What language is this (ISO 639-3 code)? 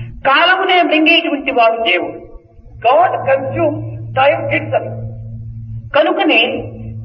tel